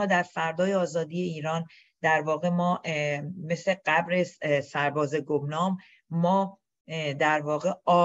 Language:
Persian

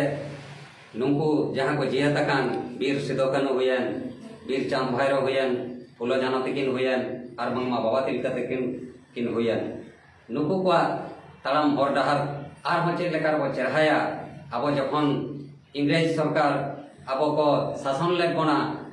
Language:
Santali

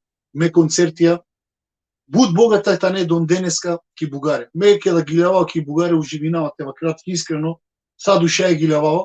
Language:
Balkan Romani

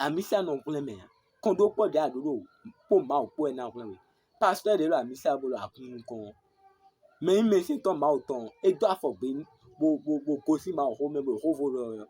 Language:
Fon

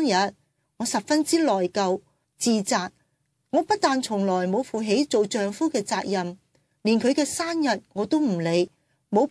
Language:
Cantonese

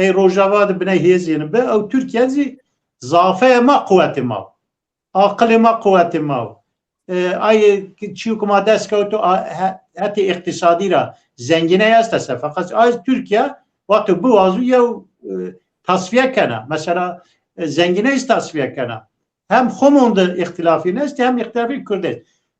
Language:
Zaza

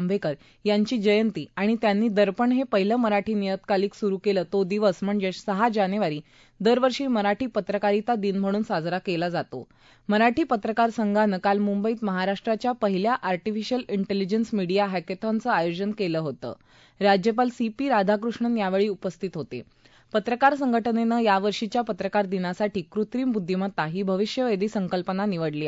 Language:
Marathi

